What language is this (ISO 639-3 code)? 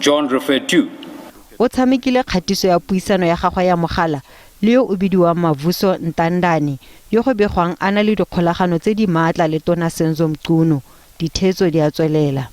tsn